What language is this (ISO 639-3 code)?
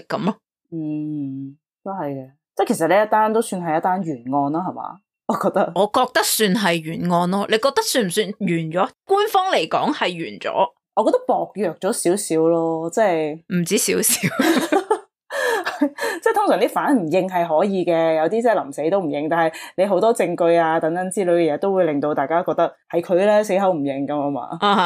yue